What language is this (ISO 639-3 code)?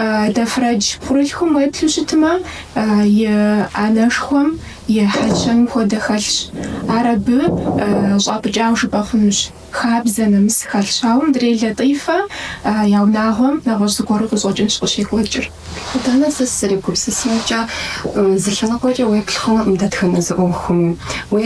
kbd